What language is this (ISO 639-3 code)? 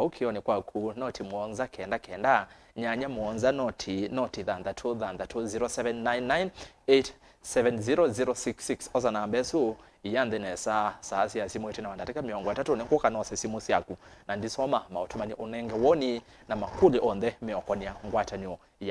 kam